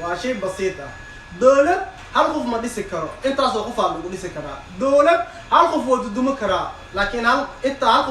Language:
Somali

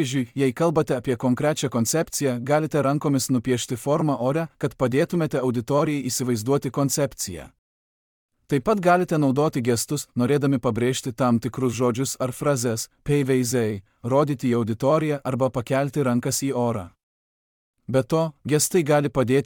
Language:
Lithuanian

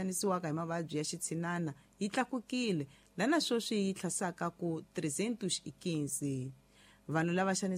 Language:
Tsonga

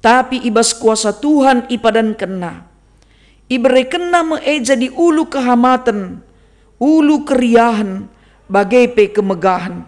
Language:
Batak Karo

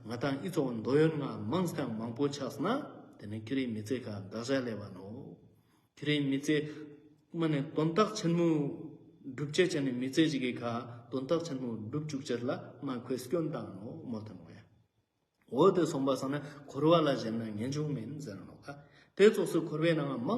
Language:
Ladakhi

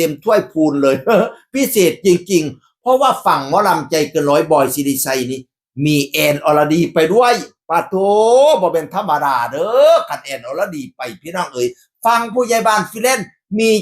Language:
Northeastern Thai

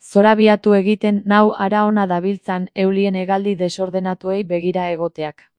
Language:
Basque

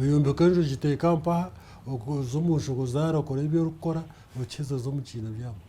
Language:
Nyankole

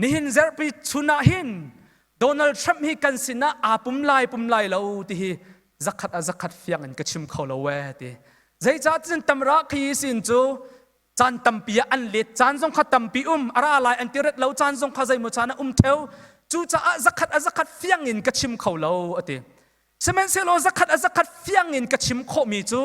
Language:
Hakha Chin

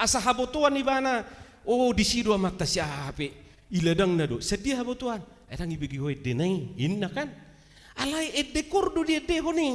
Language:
Batak Toba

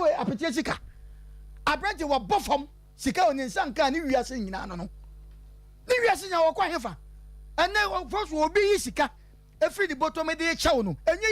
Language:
Akan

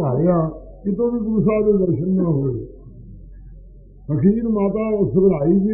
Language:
Punjabi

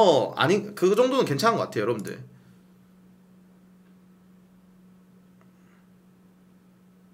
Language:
Korean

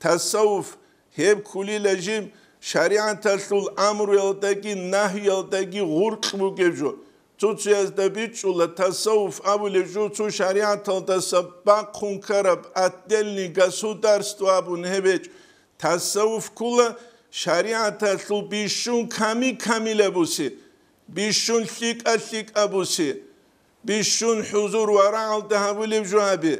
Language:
Avaric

